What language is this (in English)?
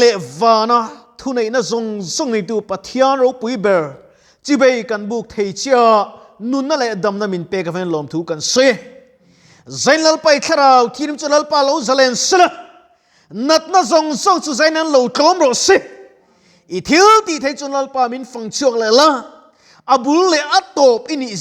Mizo